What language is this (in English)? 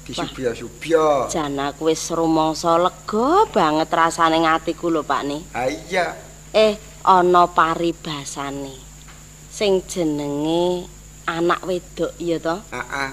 Javanese